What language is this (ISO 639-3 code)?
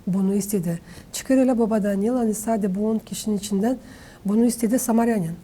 gag